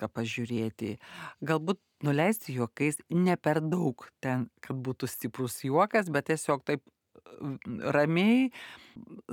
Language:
Lithuanian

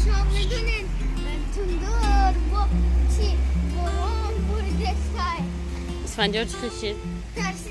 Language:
Tajik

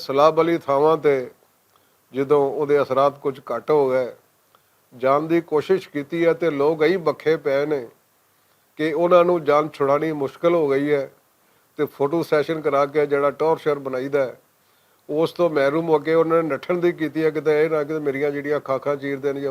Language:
Western Panjabi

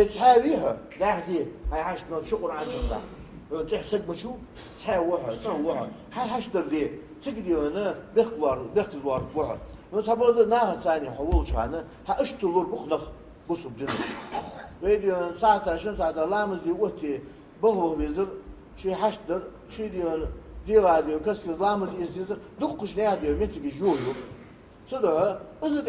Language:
Ingush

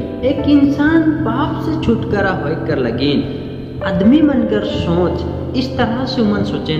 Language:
Sadri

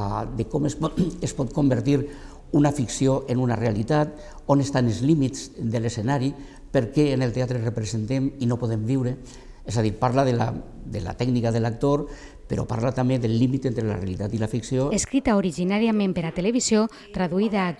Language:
Catalan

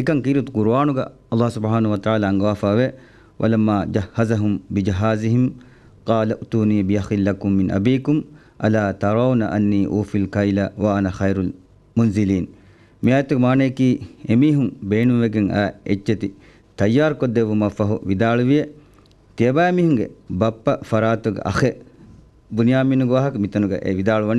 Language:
Divehi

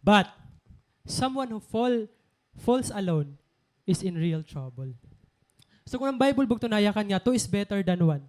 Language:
Waray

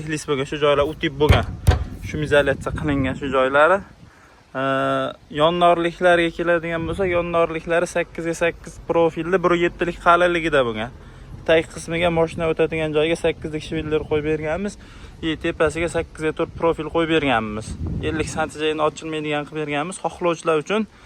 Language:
Uzbek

